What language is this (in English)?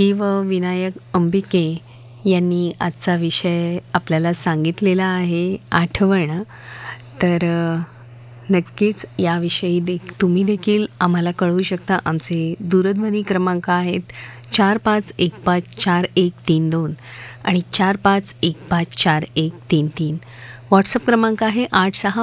Marathi